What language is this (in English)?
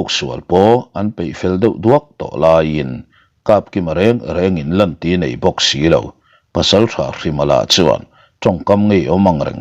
Mizo